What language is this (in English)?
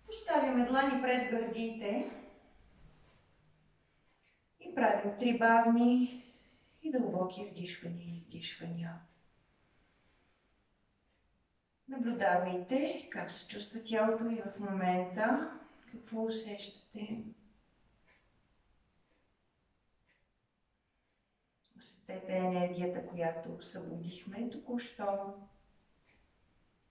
Bulgarian